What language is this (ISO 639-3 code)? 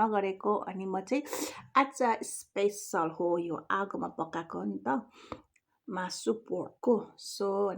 nep